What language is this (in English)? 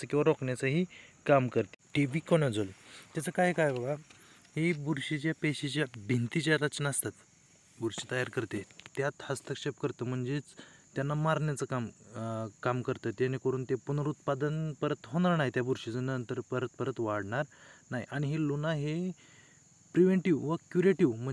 Marathi